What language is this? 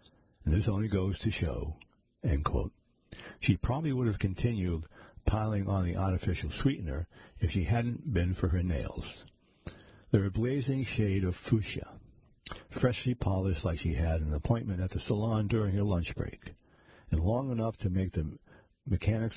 English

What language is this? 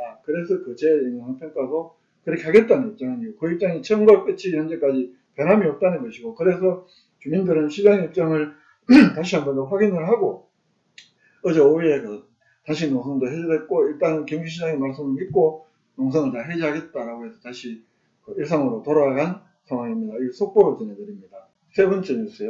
Korean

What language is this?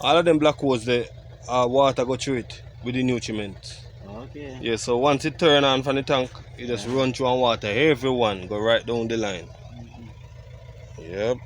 Jamaican Creole English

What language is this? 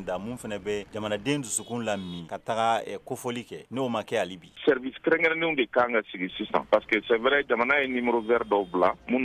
Bambara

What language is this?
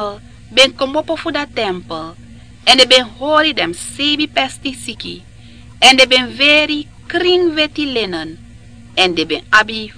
Sranan Tongo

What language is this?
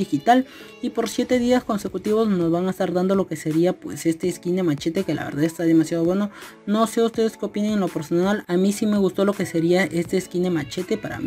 Spanish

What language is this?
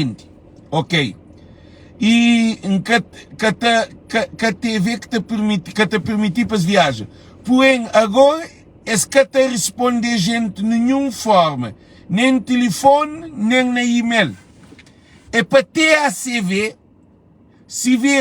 Kabuverdianu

